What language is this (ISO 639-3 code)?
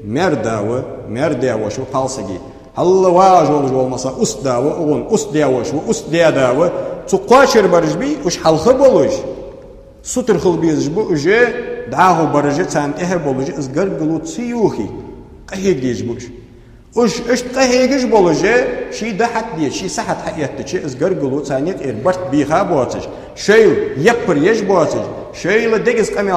inh